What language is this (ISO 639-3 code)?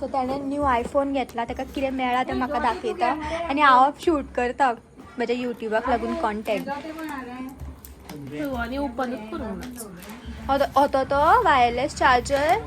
kok